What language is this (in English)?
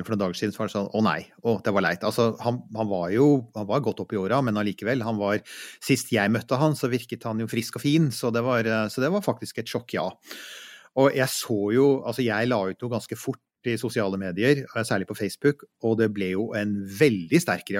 Norwegian